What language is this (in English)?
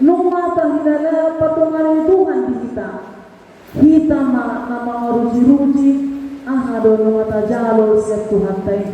Batak Toba